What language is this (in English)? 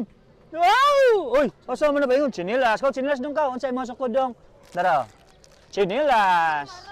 Cebuano